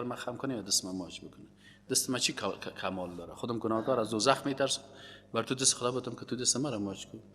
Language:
Persian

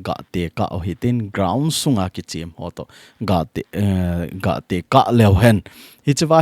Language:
Thado Chin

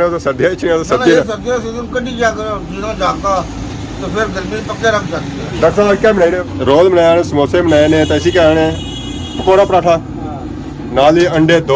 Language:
Pahari-Potwari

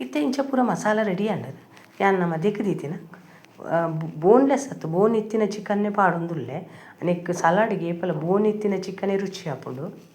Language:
Tulu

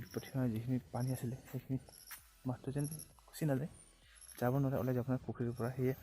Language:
Assamese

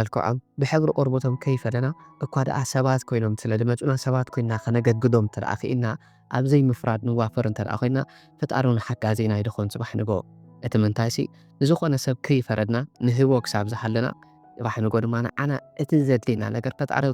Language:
Tigrinya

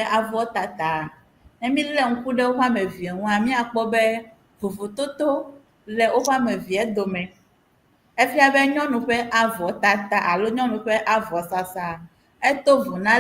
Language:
Ewe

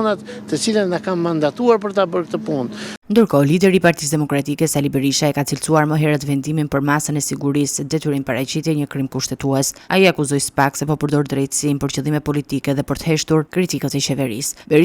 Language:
Albanian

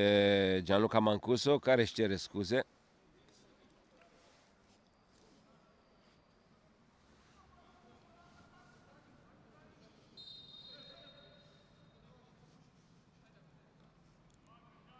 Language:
Romanian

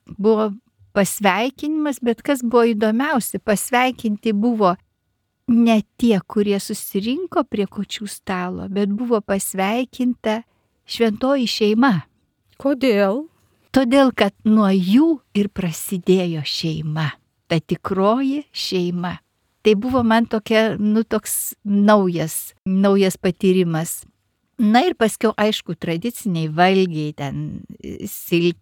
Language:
Lithuanian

